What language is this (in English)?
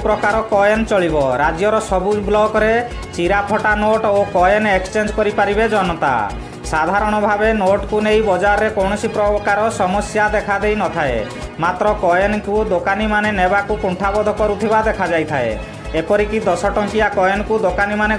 Odia